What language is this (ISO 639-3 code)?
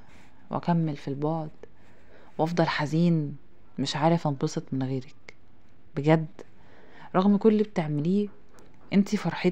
arz